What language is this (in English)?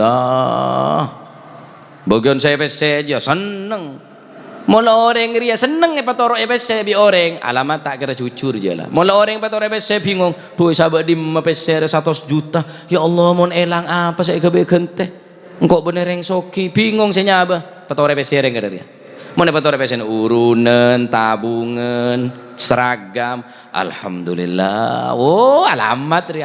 Madurese